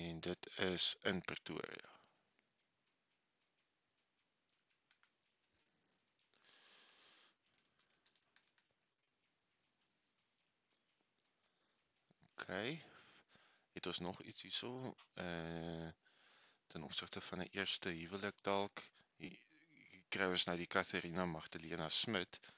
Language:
Afrikaans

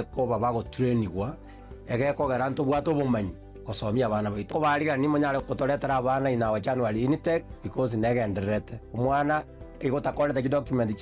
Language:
Gusii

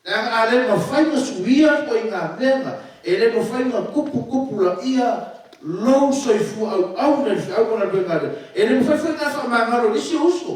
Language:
Samoan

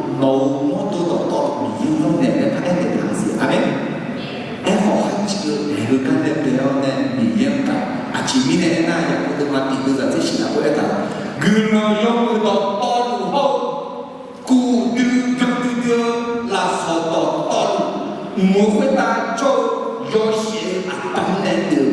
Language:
Akha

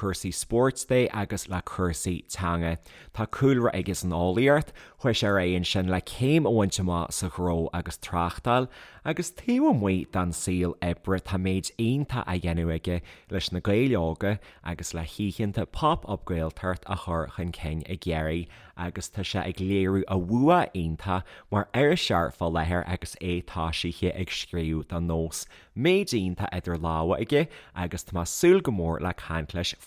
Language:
Irish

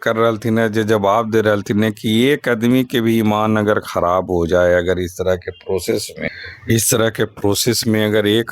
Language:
Magahi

